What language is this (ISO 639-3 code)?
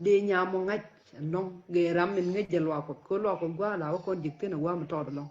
nus